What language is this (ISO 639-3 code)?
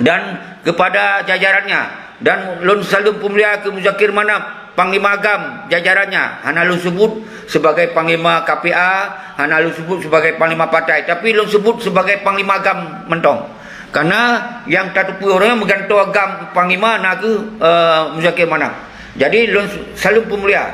ace